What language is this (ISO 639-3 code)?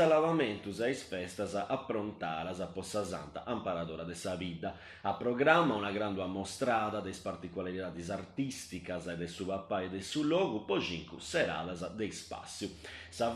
srd